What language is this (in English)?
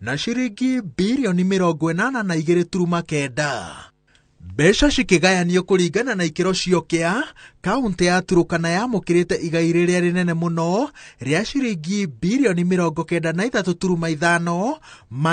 Kikuyu